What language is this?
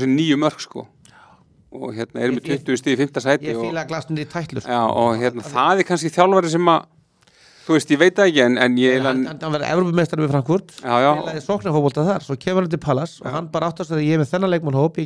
Icelandic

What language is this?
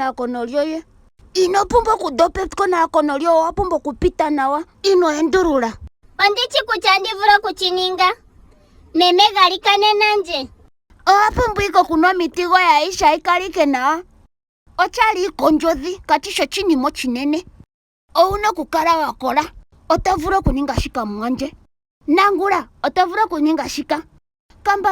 Ndonga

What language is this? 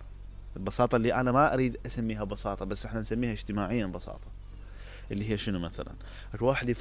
Mesopotamian Arabic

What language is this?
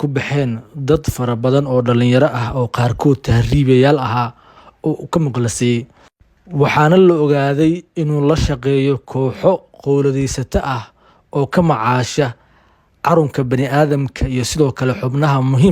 Somali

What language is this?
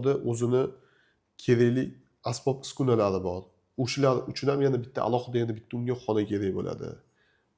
Uzbek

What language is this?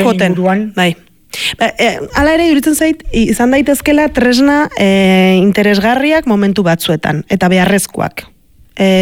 Basque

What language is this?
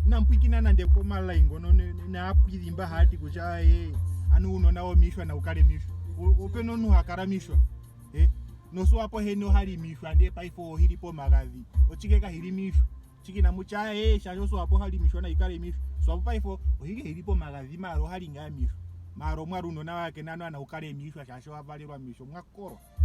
Ndonga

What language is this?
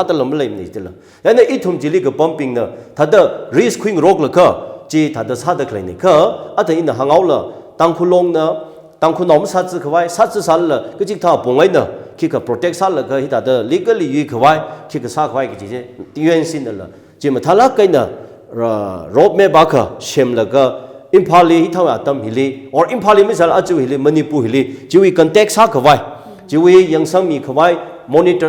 Tangkhul Naga (India)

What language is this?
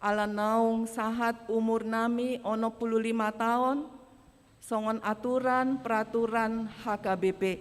Batak Toba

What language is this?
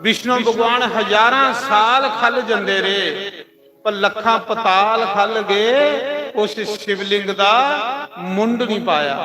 Dogri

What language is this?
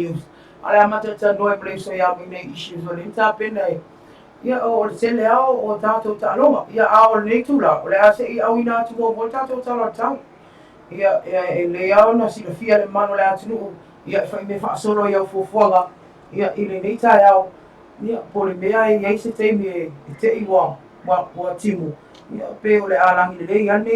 Samoan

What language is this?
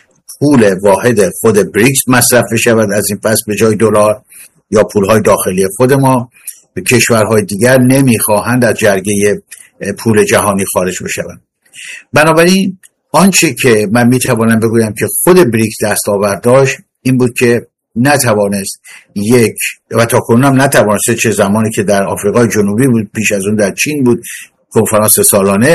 Persian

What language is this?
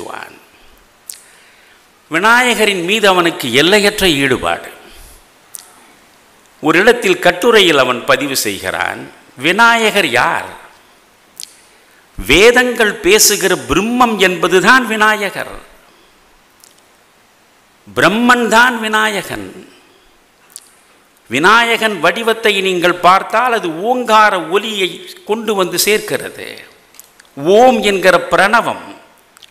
Tamil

